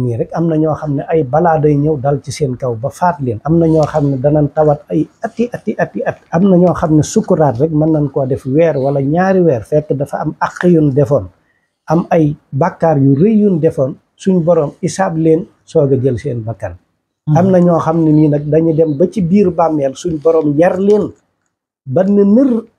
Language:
Wolof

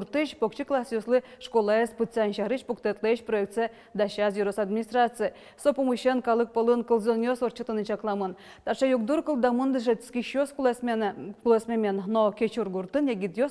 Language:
Udmurt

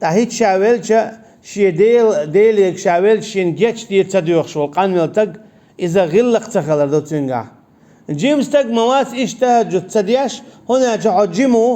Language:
Chechen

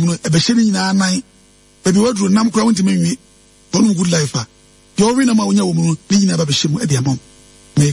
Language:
Akan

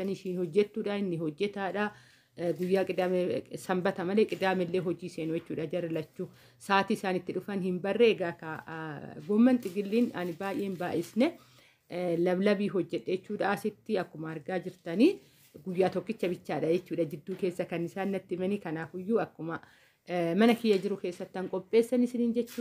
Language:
Oromo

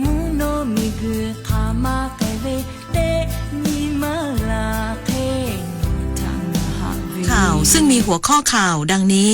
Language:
Lahu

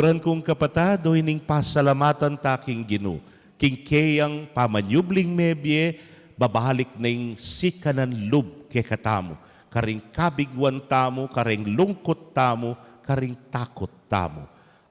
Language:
Pampanga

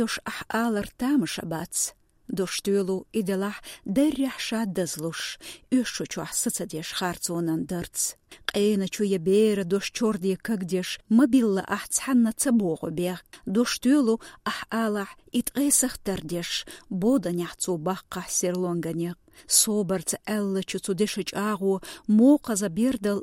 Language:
Chechen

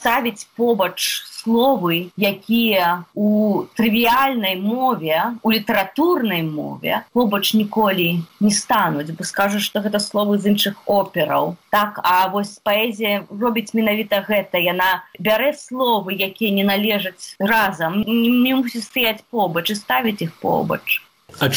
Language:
Belarusian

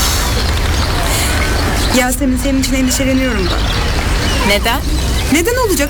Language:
Turkish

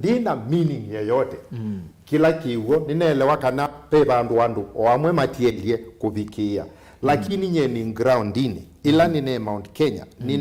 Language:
Kamba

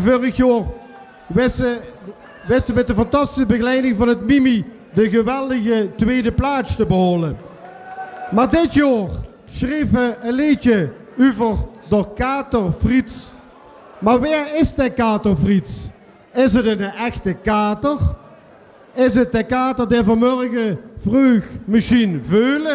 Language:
Limburgish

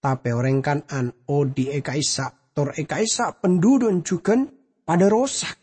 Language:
Madurese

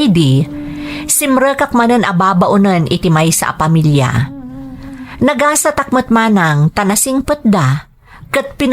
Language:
Iloko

